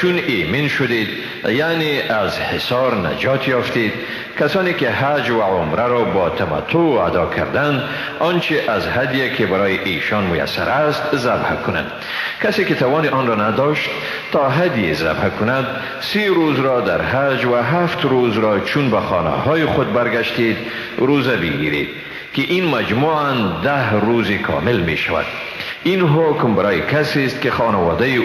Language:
Persian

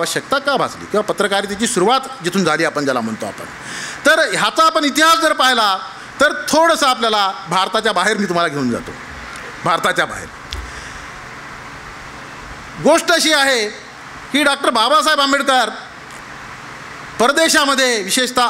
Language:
Marathi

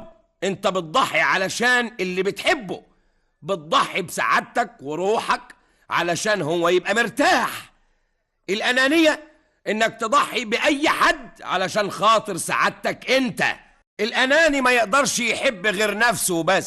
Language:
Egyptian Arabic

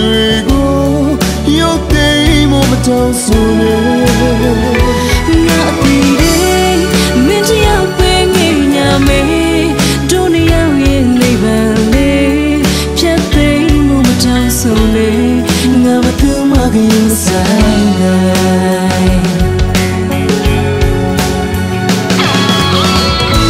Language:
Burmese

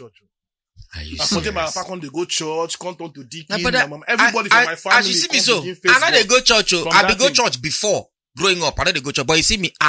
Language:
Nigerian Pidgin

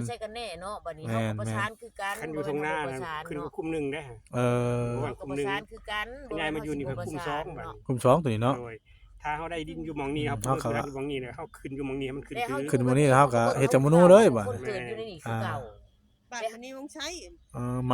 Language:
Northeastern Thai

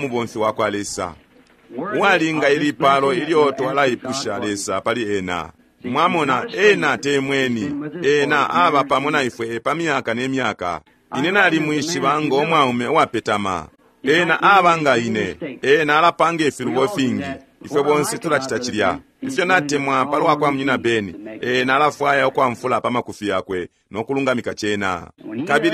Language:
Bemba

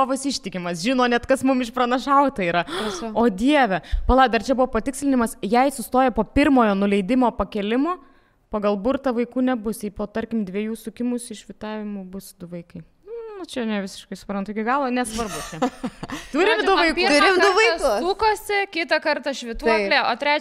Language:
Lithuanian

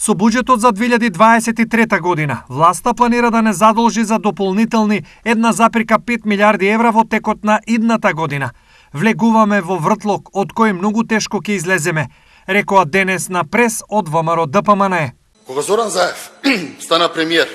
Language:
Macedonian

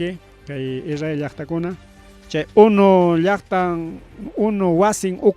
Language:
Ayacucho Quechua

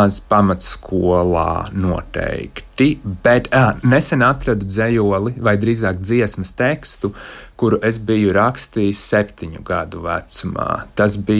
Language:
Latvian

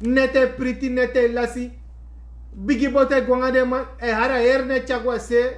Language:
Sranan Tongo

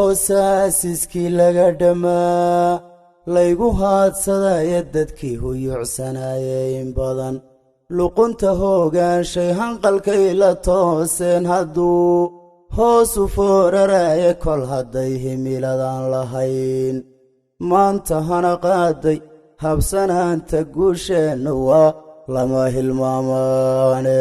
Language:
Somali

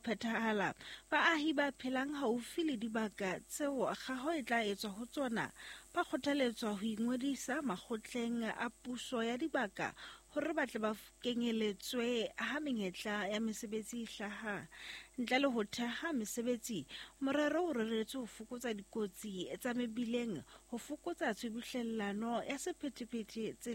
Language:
Southern Sotho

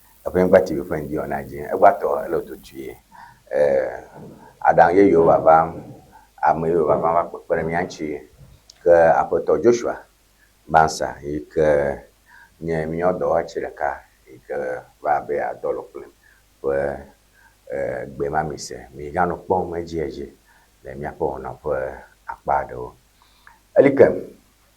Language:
Ewe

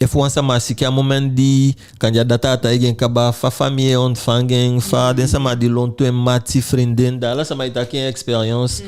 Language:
Eastern Maroon Creole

